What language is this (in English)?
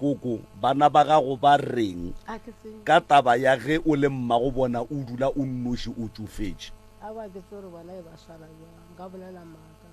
Northern Sotho